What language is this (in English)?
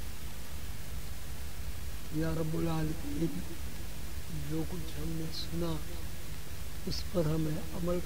Urdu